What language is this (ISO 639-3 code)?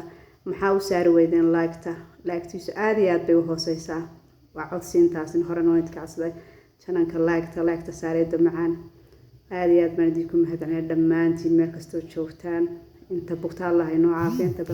som